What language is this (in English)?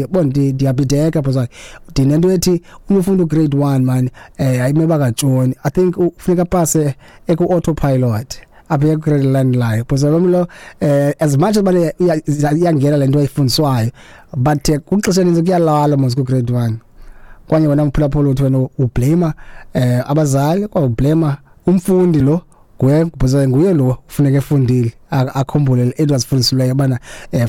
Xhosa